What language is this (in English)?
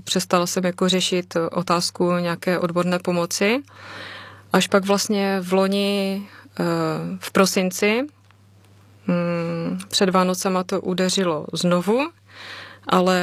Czech